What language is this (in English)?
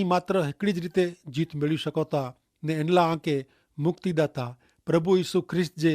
Kachhi